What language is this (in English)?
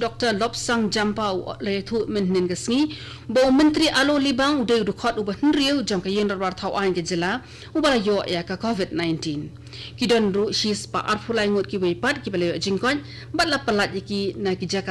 Khasi